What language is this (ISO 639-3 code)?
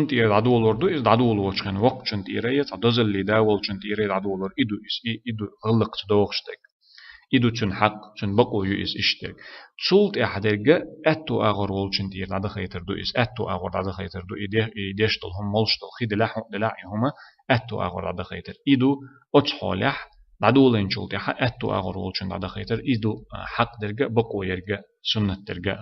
che